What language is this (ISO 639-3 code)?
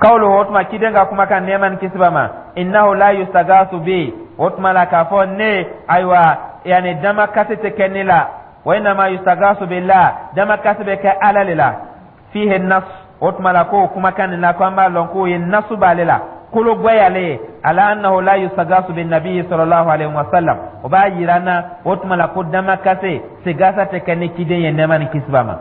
dyu